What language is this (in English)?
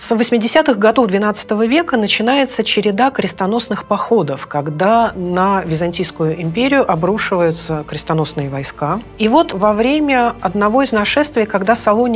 Russian